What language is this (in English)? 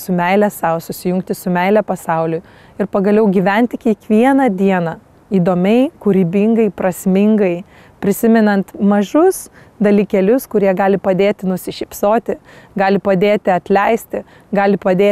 Lithuanian